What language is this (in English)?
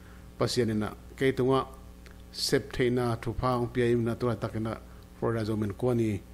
Tedim Chin